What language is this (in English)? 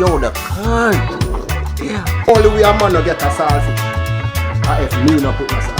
Jamaican Creole English